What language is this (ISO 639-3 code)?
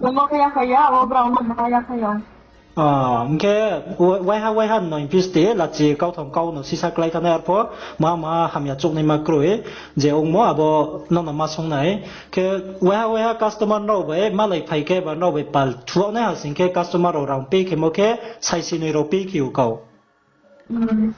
ria